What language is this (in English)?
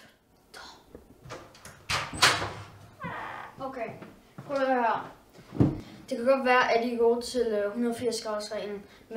Danish